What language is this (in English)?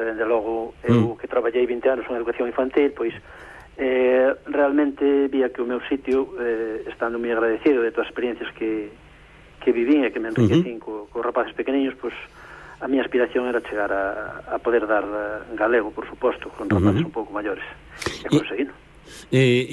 Galician